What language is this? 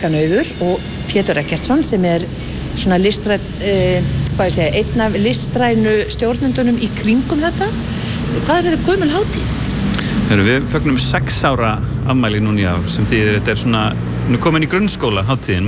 Icelandic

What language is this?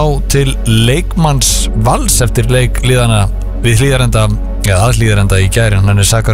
Icelandic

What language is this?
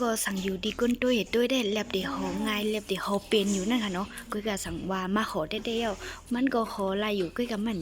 Shan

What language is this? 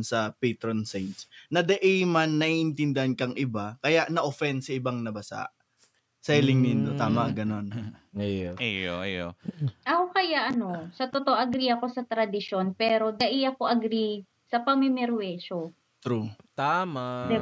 Bikol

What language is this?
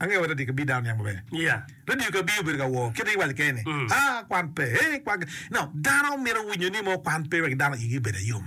Acoli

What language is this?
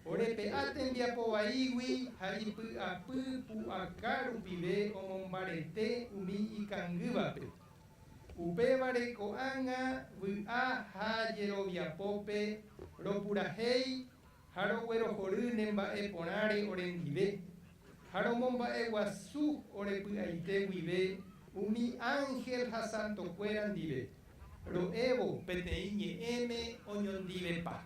Guarani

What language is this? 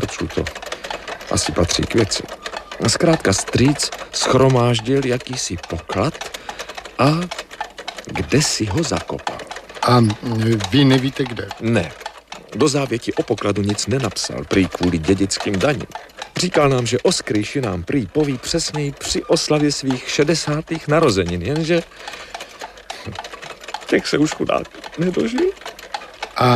Czech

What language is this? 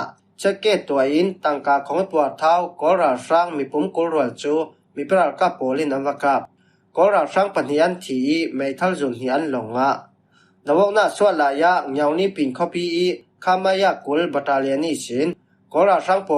Falam Chin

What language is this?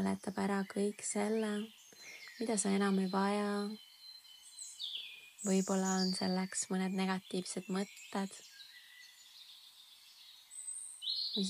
Estonian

